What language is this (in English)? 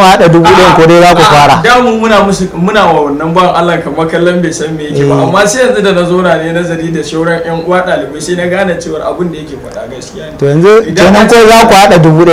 Hausa